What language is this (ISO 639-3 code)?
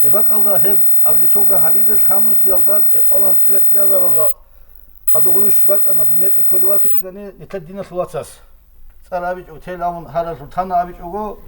ava